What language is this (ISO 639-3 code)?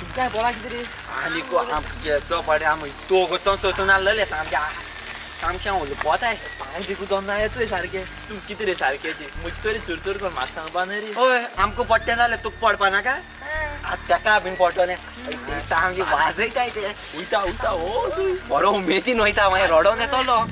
kok